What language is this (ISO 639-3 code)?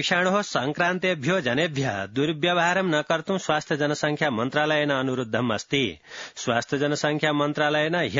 san